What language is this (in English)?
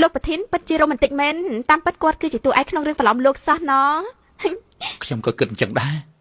Khmer